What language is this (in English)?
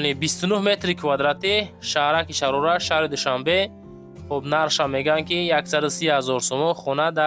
Tajik